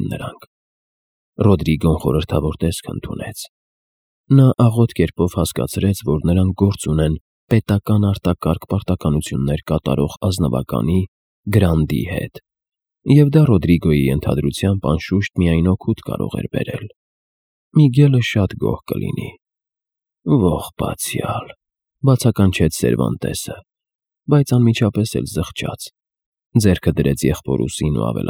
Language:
Armenian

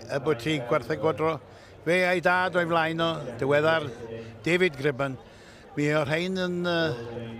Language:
Welsh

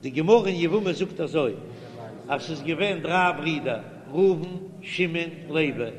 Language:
Yiddish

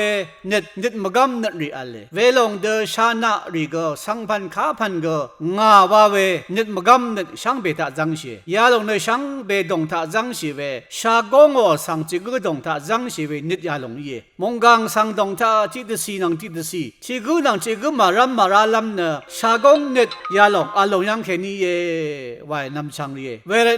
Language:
Rawang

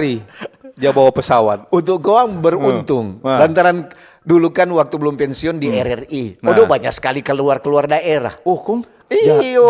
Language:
Manado Malay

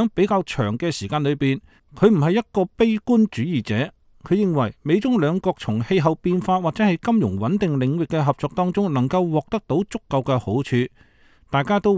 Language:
Cantonese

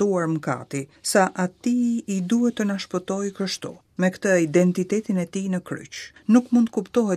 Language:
Albanian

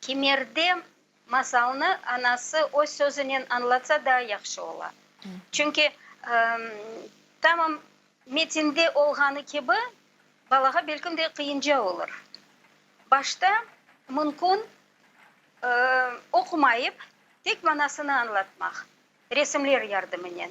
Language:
Crimean Tatar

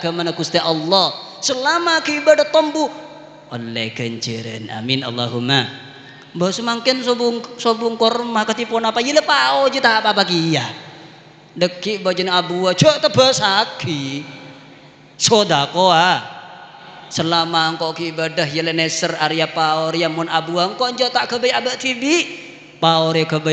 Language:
Madurese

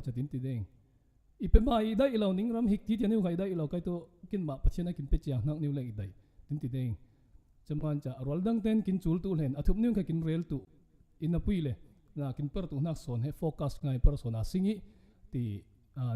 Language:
Falam Chin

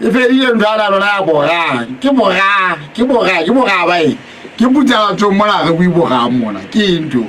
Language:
Southern Sotho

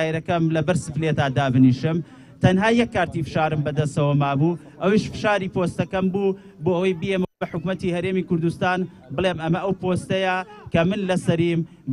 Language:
Central Kurdish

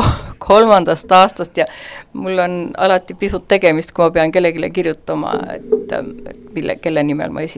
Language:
Estonian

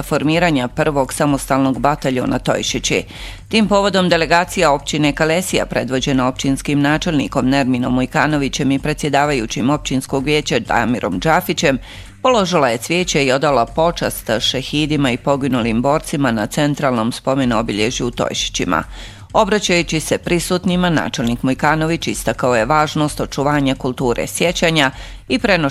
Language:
Bosnian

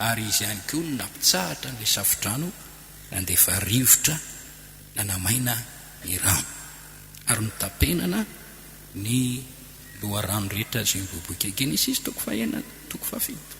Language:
Malagasy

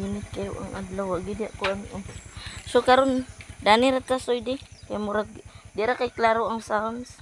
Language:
Cebuano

